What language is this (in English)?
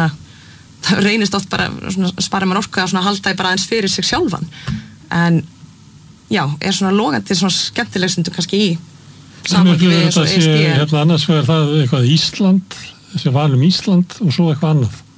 Icelandic